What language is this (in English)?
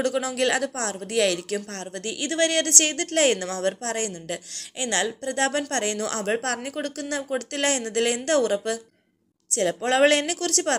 Malayalam